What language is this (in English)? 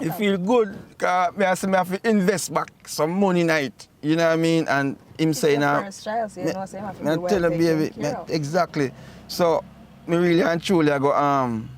Jamaican Creole English